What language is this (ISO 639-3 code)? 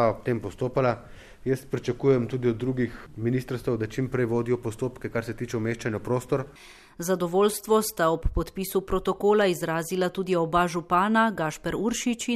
slv